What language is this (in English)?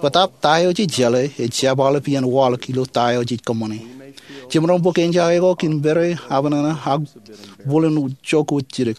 Marshallese